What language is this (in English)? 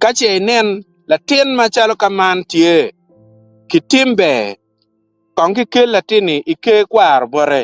Acoli